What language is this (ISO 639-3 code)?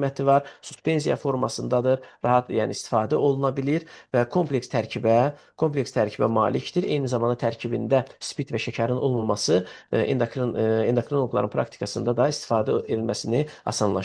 aze